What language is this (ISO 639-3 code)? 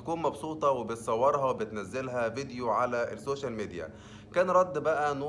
arz